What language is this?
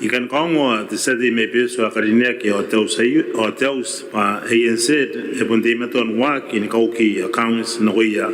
Gilbertese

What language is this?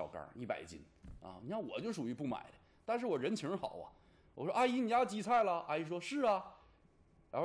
Chinese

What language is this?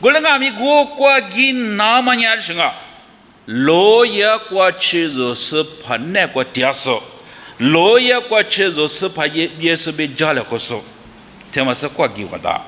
Lisu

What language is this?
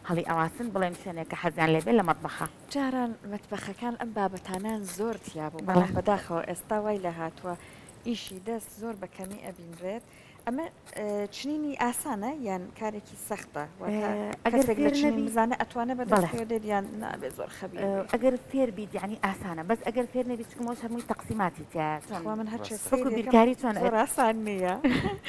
Central Kurdish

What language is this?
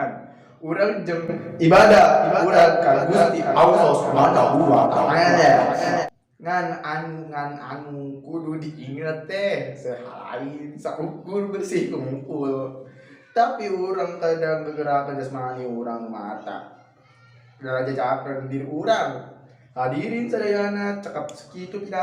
Sundanese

